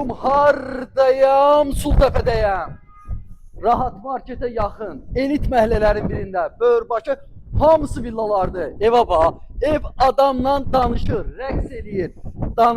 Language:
Azerbaijani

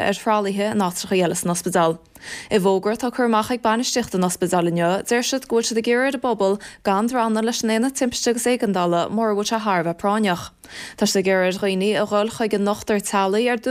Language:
Irish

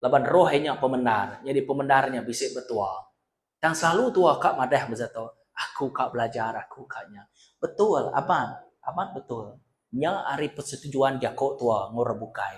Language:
Iban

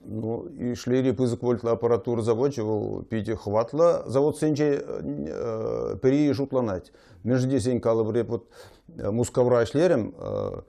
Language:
Chuvash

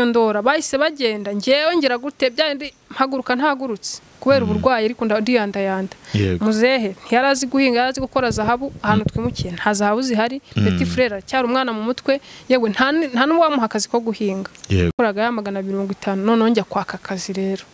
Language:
Kinyarwanda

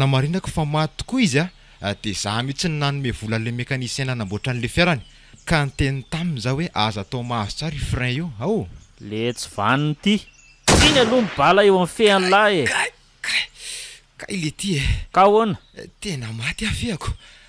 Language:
Malagasy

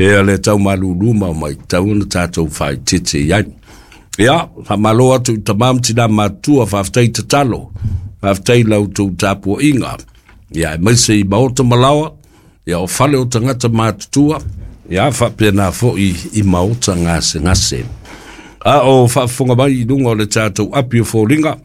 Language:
Samoan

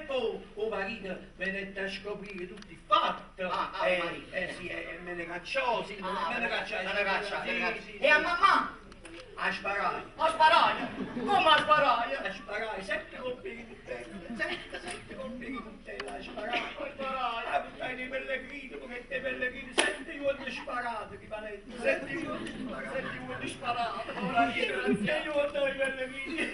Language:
Neapolitan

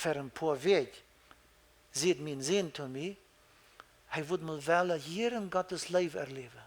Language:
Plautdietsch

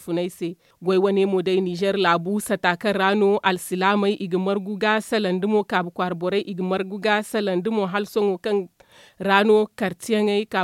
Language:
Zarma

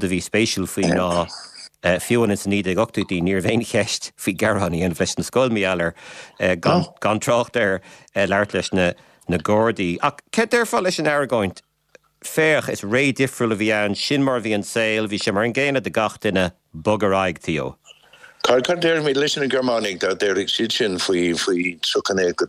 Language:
Irish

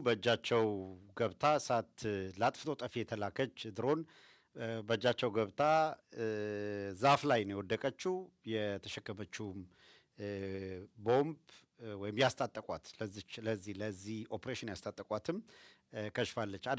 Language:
Amharic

